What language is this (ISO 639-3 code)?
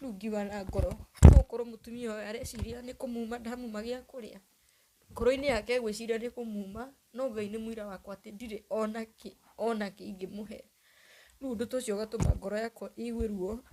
kik